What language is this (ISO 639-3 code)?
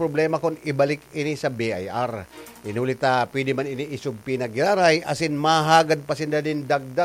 bik